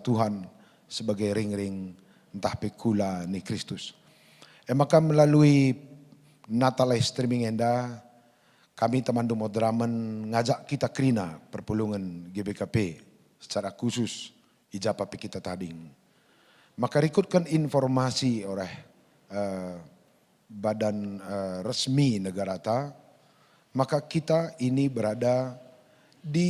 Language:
Batak Karo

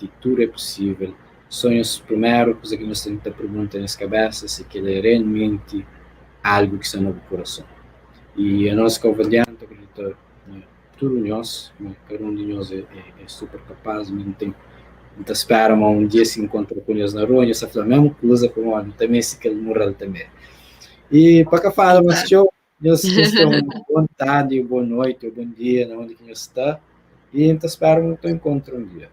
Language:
Kabuverdianu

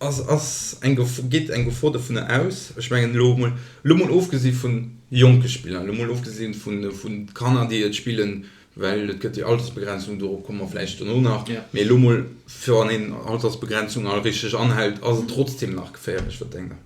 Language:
Luxembourgish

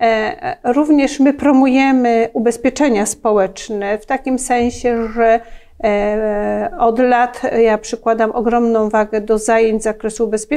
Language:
Polish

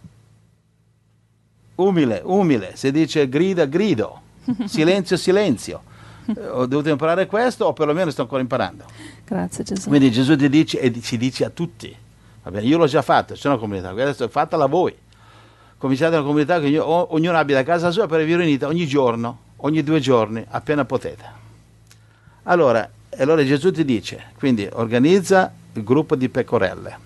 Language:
Italian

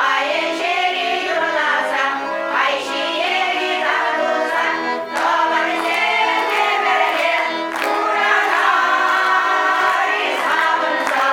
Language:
Chuvash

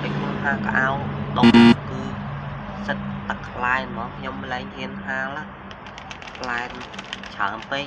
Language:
Khmer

